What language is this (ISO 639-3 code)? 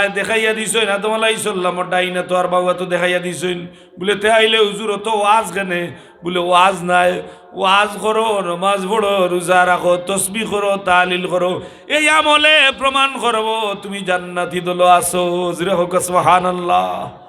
syl